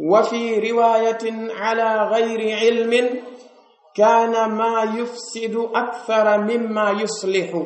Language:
Pular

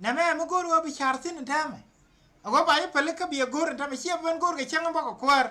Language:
Nuer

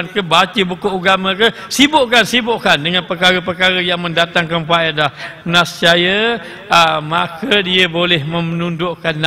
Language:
Malay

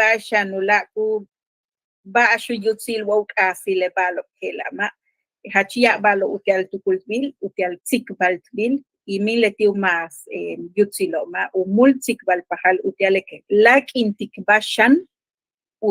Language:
Yucateco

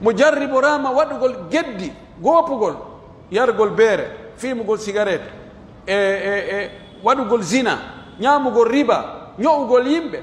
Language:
Pular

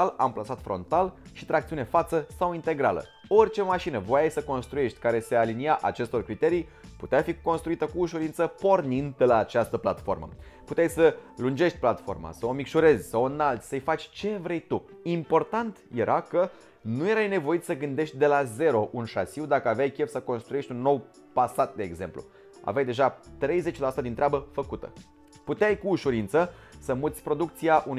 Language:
Romanian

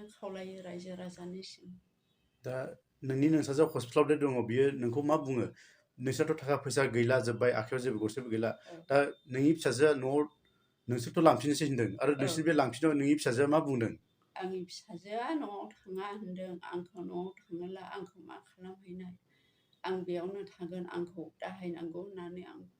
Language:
Bodo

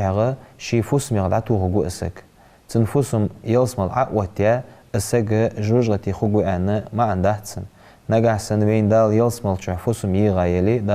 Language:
Ingush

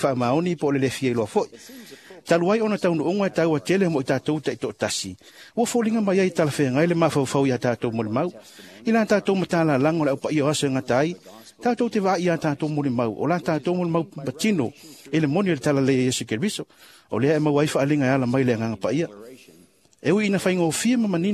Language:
Samoan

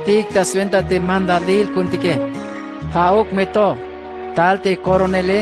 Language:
Tzeltal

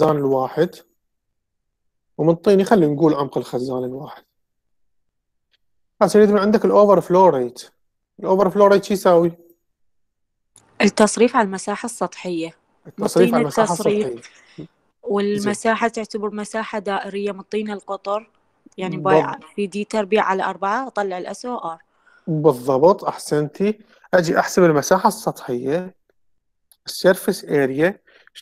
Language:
Mesopotamian Arabic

